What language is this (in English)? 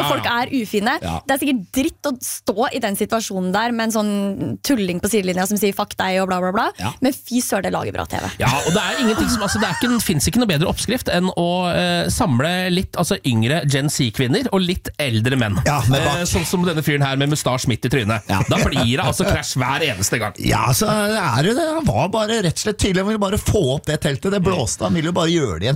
Norwegian